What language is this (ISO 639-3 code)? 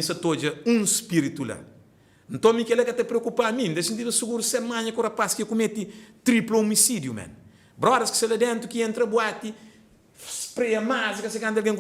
kea